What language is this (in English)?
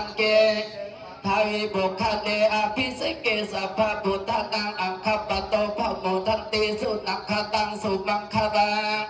Pali